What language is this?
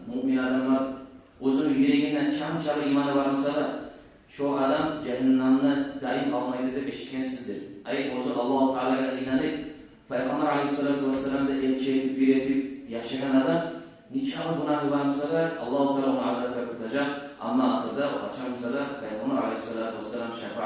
Kumyk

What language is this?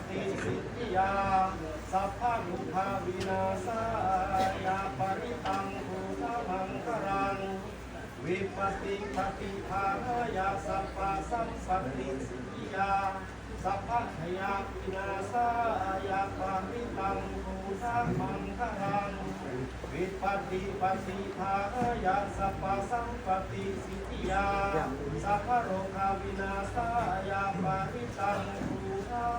Pali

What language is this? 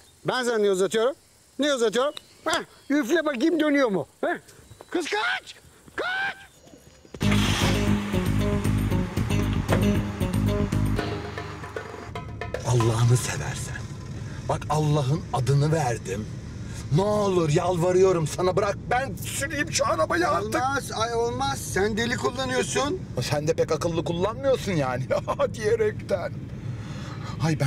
Turkish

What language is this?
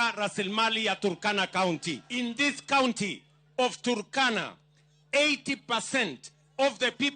Luo (Kenya and Tanzania)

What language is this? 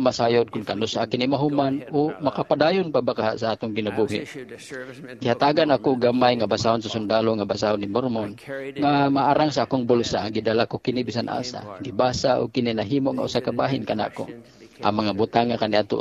Cebuano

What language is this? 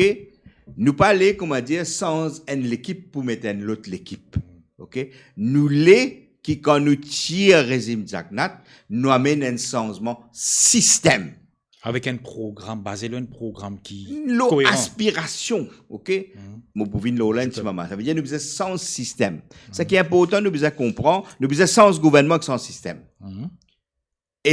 Morisyen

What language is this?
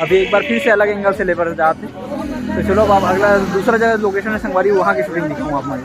Chhattisgarhi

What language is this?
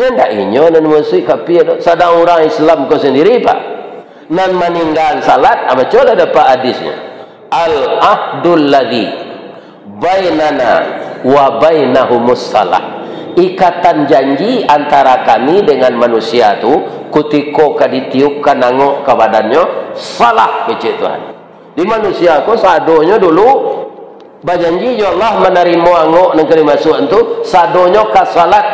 Minangkabau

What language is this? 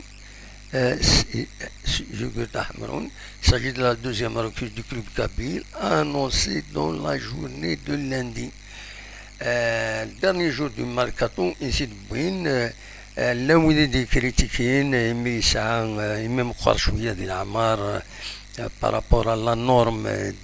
Kabyle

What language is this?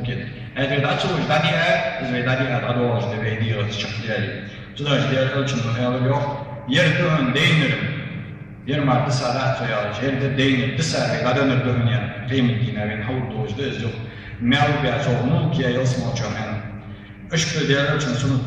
Ingush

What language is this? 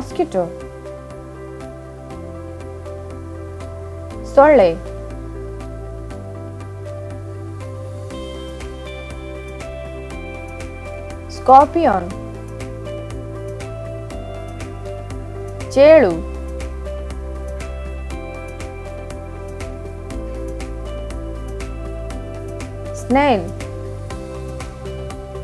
Kannada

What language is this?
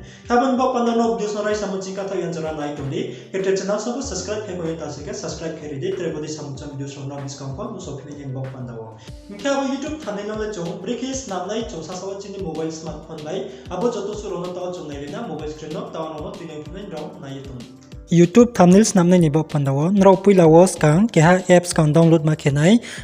Riang (India)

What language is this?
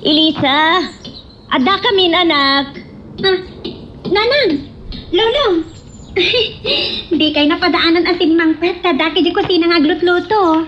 Iloko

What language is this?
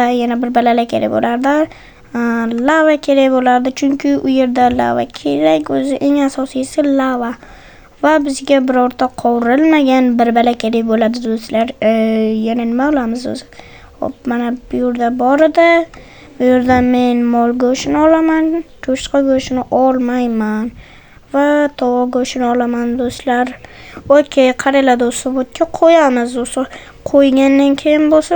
Uzbek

